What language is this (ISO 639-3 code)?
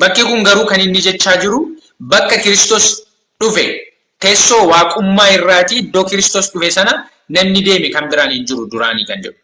orm